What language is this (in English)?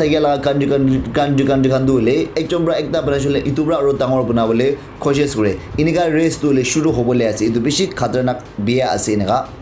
Naga Pidgin